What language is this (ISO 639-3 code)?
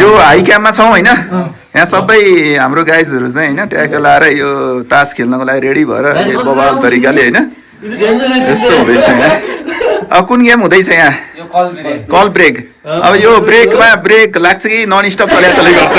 nep